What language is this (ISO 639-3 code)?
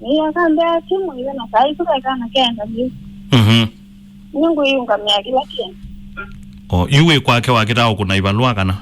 kam